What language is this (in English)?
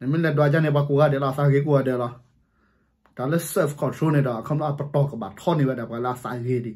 S'gaw Karen